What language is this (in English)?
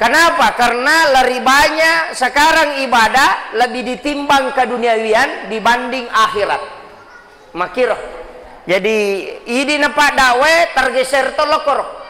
Buginese